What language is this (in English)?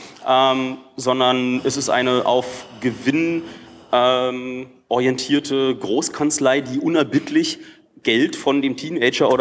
German